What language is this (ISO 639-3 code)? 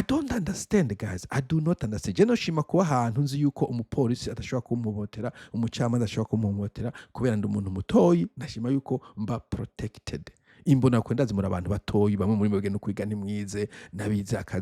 run